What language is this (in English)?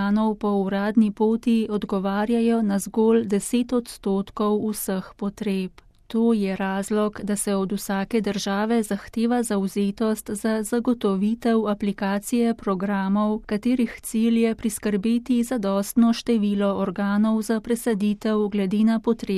Slovenian